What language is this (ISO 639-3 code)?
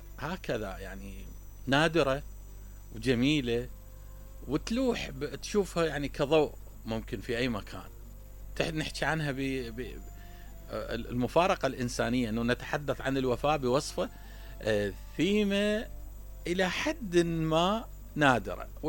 acm